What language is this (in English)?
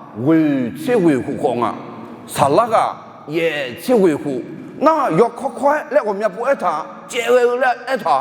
Akha